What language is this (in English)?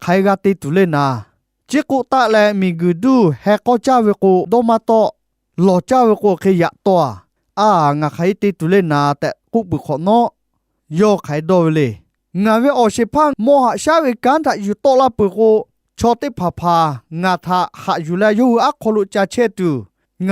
Lahu